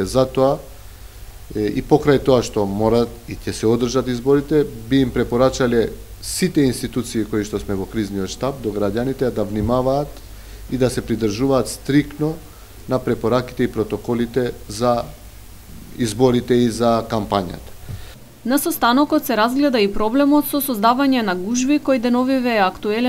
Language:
Macedonian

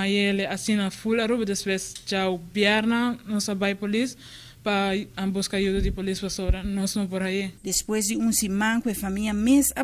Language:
Papiamento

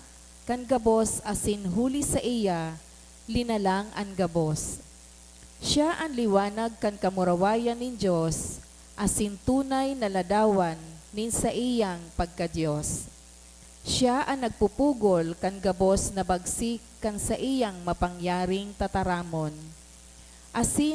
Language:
Bikol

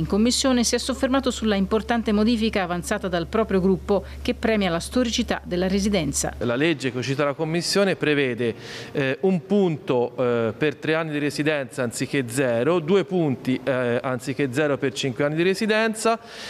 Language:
Italian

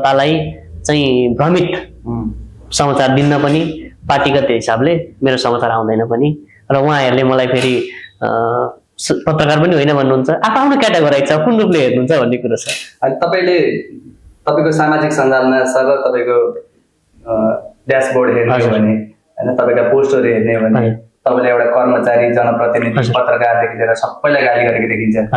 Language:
Nepali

